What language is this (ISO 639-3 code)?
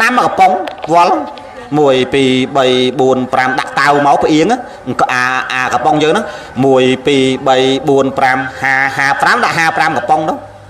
khm